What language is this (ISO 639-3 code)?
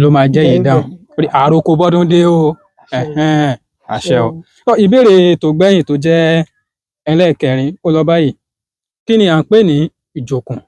yor